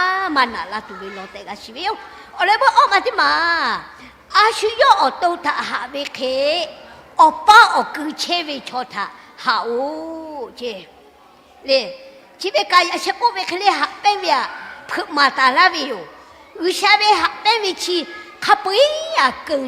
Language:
Lahu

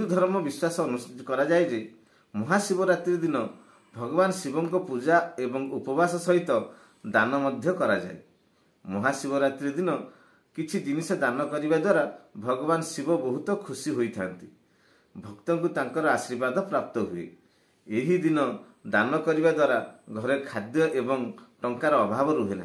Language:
Odia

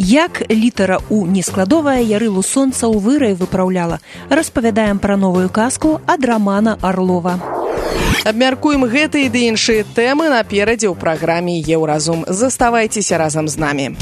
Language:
Belarusian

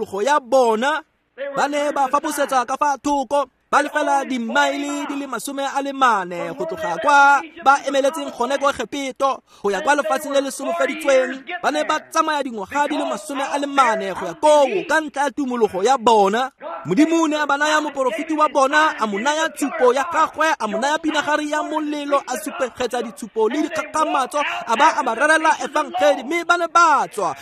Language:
Tswana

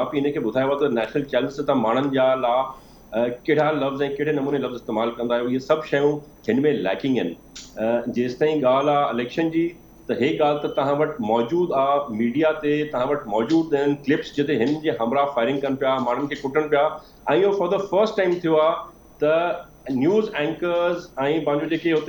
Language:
Sindhi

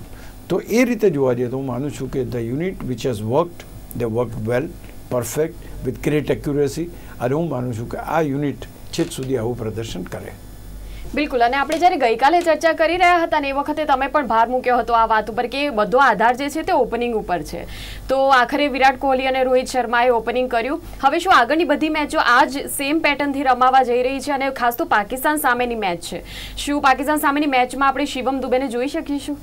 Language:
Gujarati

